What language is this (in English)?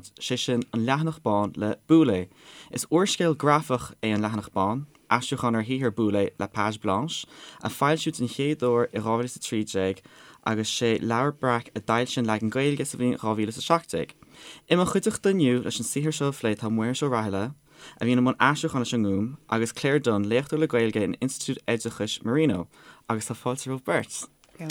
Irish